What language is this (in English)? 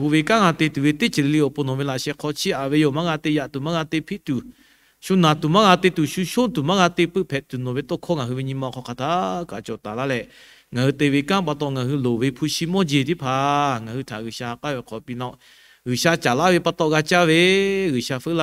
Lahu